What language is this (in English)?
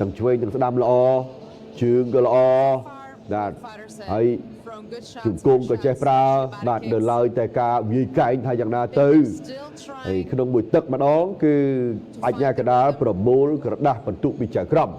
Khmer